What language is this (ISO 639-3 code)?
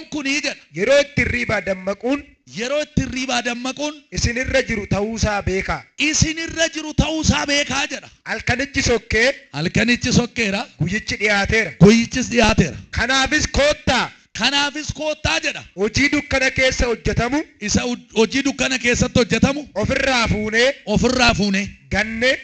orm